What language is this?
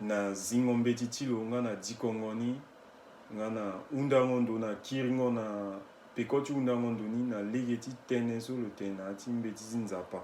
Sango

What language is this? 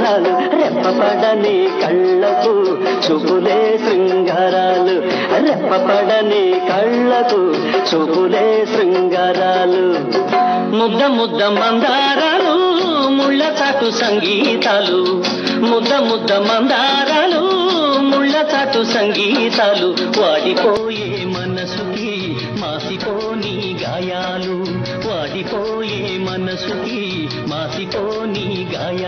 Telugu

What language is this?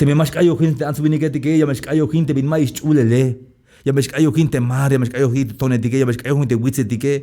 Tzeltal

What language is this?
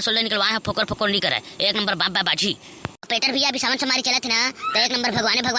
Chhattisgarhi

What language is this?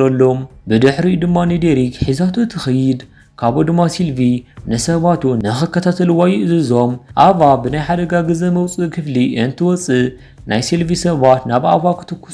Tigrinya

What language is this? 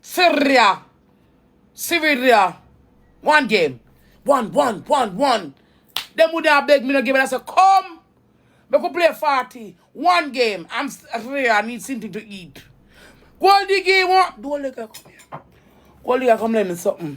Jamaican Creole English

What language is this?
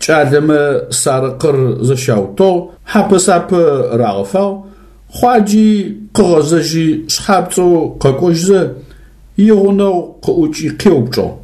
Adyghe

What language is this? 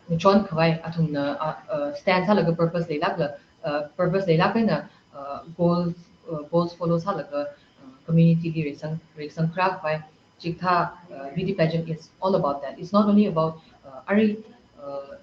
Tangkhul Naga (India)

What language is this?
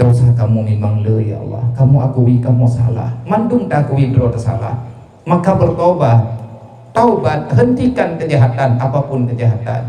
Achinese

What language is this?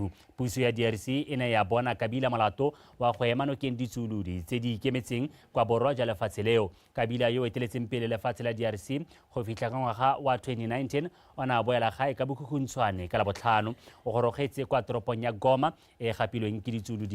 Tswana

